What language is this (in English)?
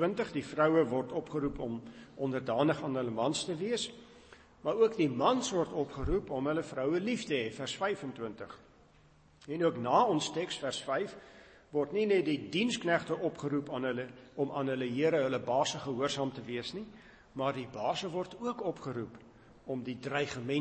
Afrikaans